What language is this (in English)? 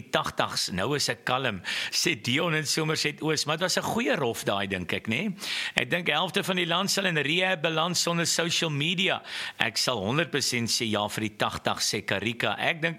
Afrikaans